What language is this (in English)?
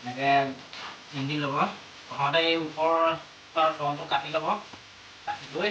Assamese